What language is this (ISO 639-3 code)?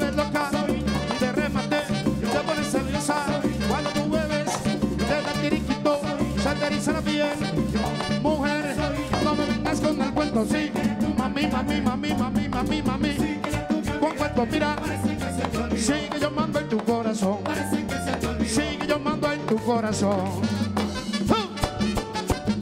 spa